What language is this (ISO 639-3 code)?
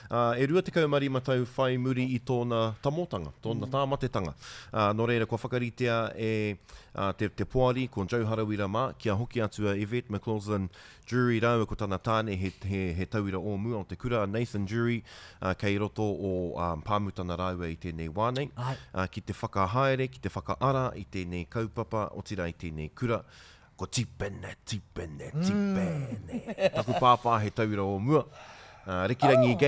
mri